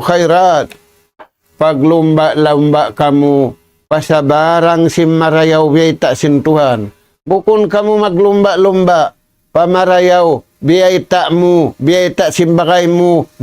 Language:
Tausug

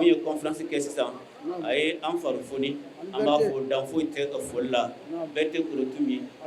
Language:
Bambara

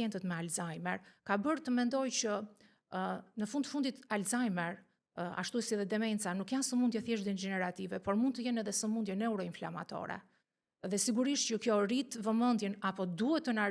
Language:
Albanian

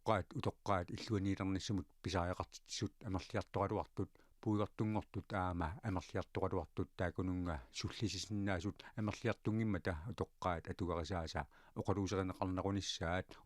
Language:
Kalaallisut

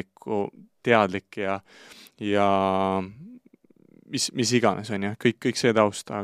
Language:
Estonian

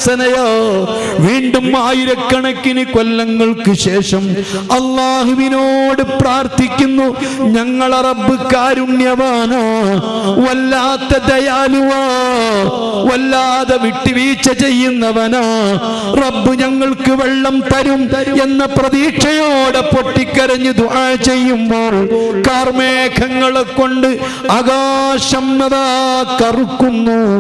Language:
Malayalam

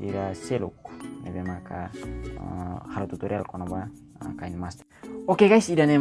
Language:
Tetum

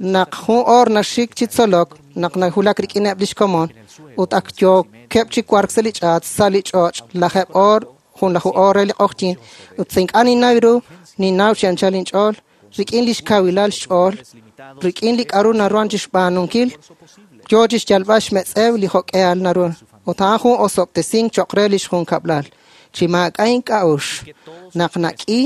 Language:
Kekchí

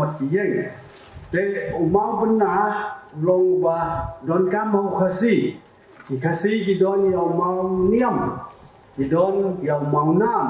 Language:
Khasi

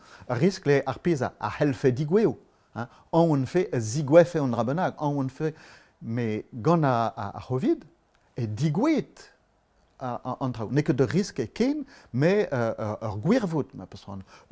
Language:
Breton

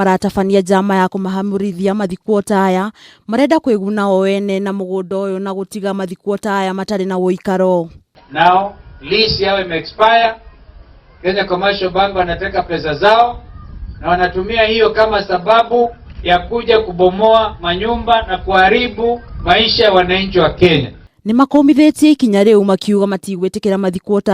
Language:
Kikuyu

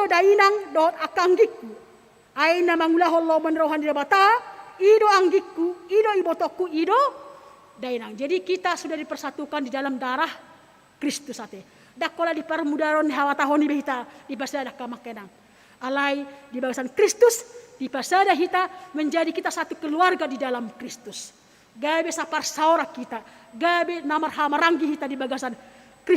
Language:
Batak Toba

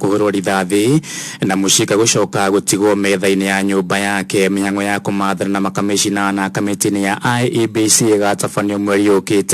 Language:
Kikuyu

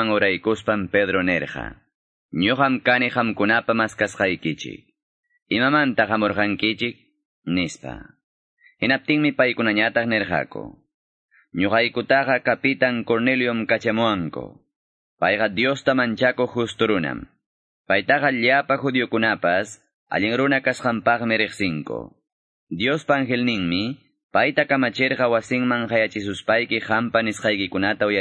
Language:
Quechua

